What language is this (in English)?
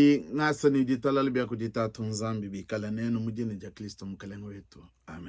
Luba-Lulua